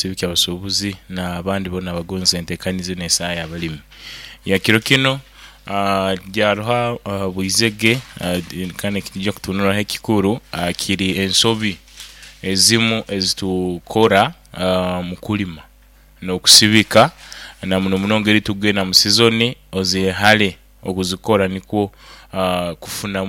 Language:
Nyoro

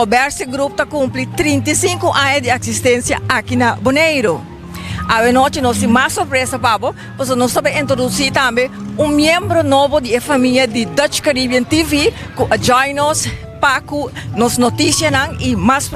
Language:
Papiamento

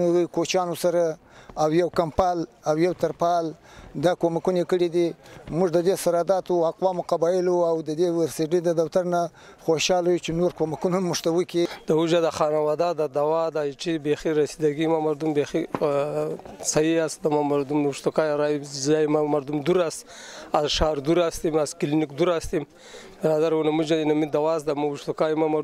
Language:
Pashto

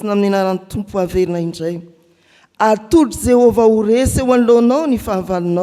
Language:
Malagasy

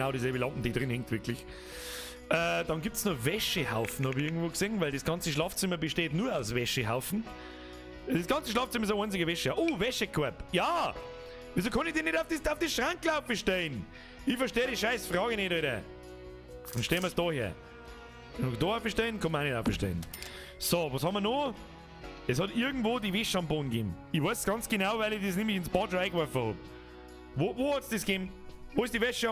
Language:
Bavarian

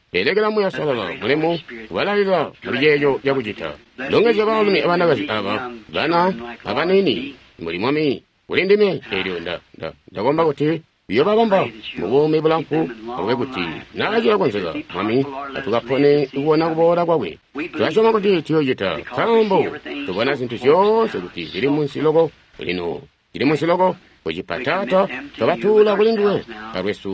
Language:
Tonga (Zambia)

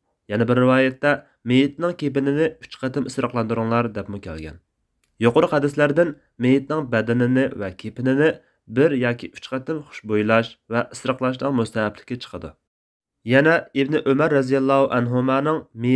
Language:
Uyghur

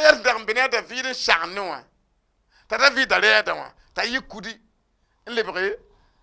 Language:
Mossi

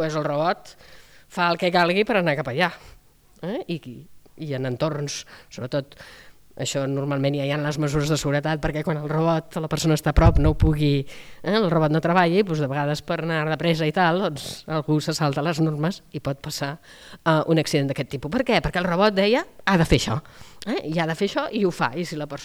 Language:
Catalan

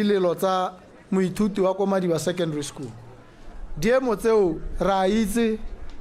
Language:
Tswana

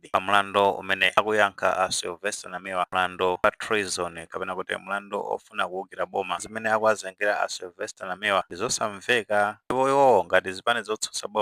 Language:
Nyanja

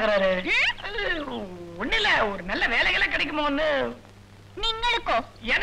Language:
Tamil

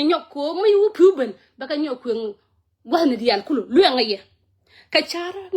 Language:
Nuer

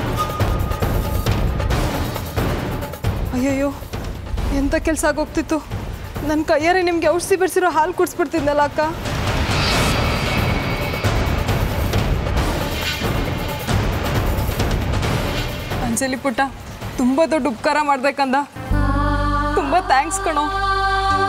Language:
Kannada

